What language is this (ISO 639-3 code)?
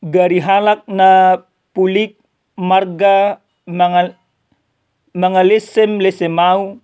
bbc